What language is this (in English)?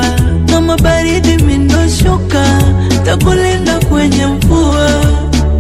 Swahili